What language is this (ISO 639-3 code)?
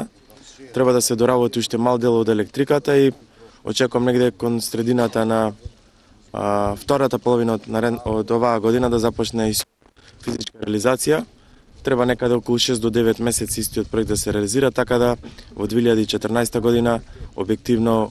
mkd